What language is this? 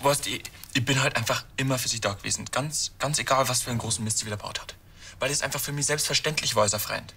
Bavarian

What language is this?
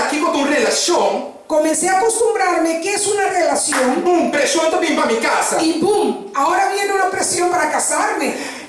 Papiamento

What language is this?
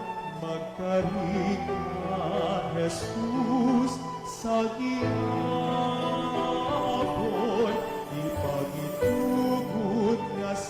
Hiligaynon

